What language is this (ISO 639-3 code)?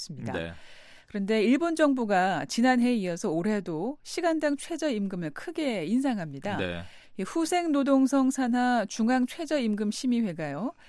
kor